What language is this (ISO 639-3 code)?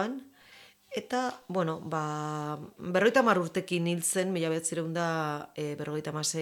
eus